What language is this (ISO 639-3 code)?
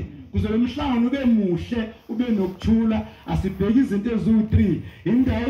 zul